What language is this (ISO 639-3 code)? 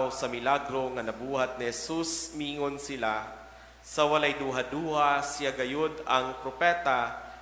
ceb